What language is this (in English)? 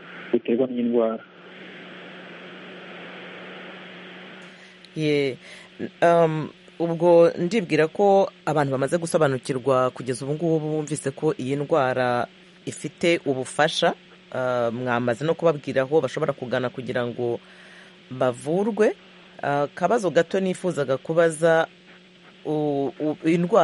Kinyarwanda